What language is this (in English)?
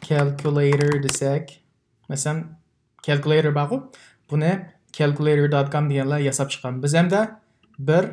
Uyghur